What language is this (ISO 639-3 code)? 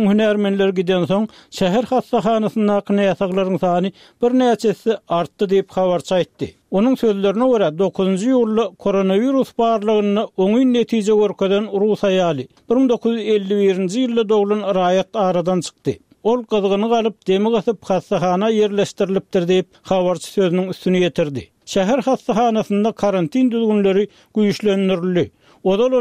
tuk